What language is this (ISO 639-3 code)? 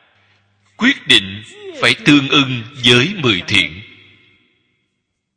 vie